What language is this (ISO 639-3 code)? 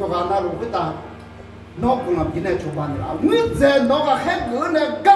ahk